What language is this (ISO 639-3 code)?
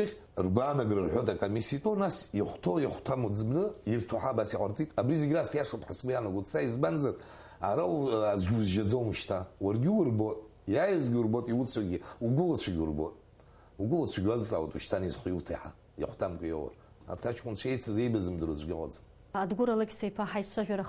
abk